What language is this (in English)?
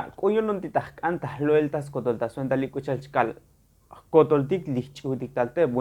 Tzotzil